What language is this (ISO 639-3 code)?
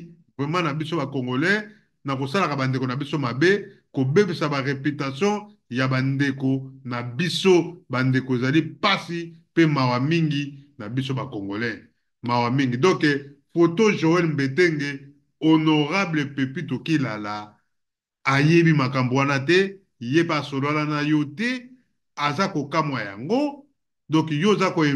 lin